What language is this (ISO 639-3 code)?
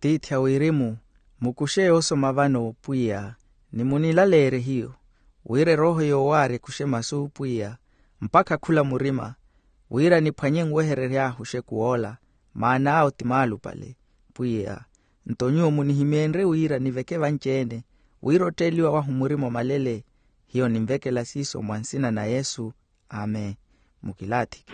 vmw